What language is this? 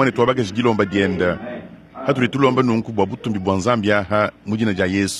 Luba-Lulua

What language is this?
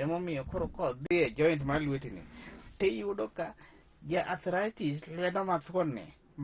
Luo (Kenya and Tanzania)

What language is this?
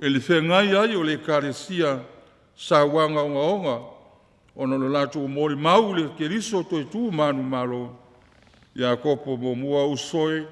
Samoan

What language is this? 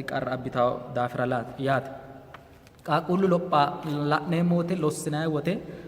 Sidamo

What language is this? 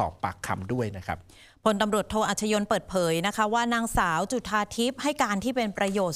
Thai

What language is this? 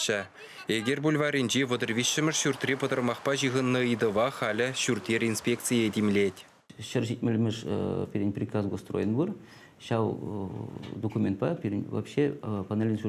Chuvash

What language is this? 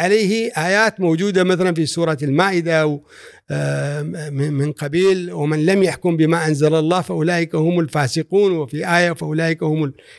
Gulf Arabic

